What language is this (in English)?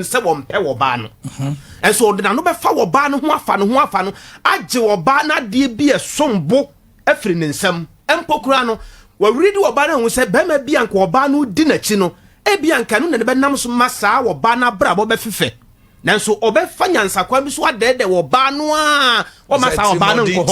Akan